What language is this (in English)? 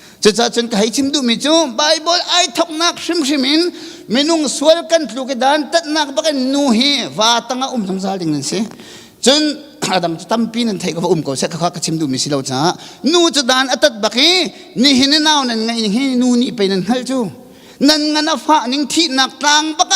Hakha Chin